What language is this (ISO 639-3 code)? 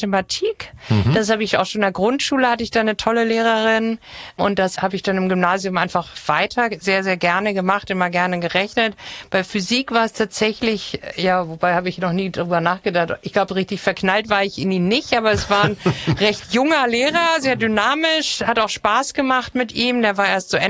deu